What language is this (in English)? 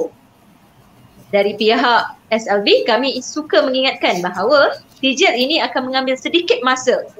Malay